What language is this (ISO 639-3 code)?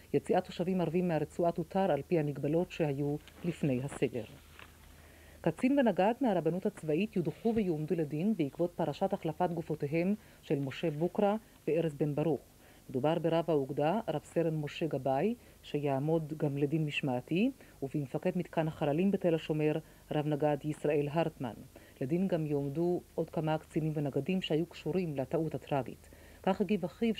heb